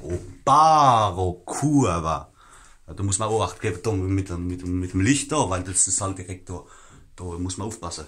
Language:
Palatine German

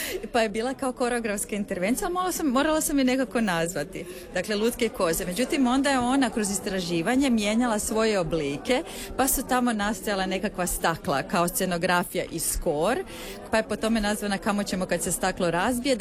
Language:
Croatian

